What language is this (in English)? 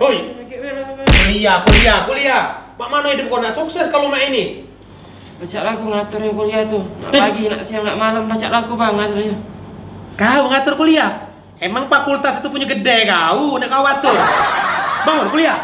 Musi